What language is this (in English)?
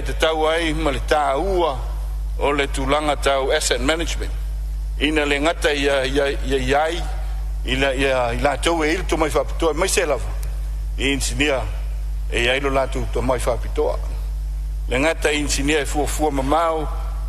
Samoan